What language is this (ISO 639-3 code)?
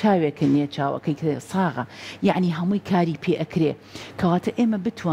ckb